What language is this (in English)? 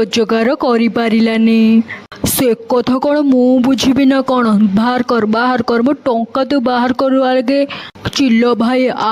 Odia